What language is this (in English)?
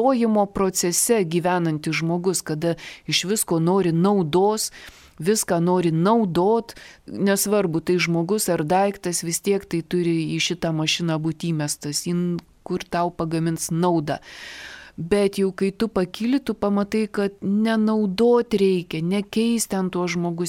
Lithuanian